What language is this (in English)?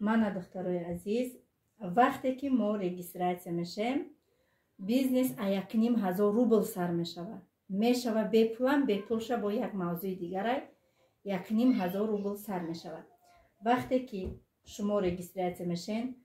Tajik